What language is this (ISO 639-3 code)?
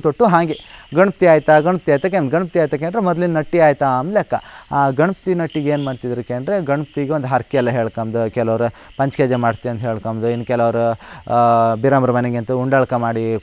kan